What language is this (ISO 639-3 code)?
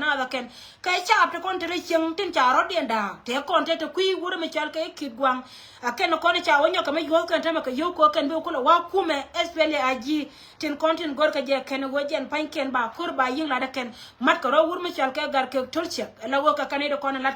nus